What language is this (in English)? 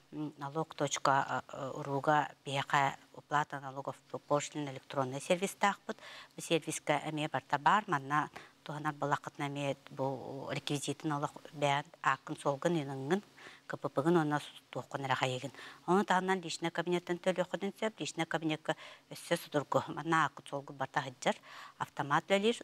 Yakut